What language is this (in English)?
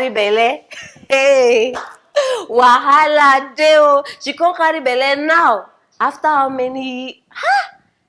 Nigerian Pidgin